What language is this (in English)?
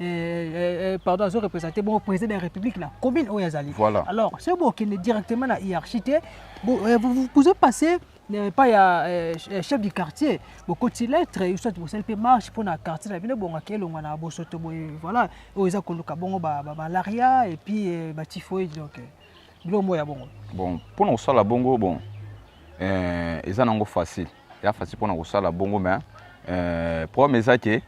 Lingala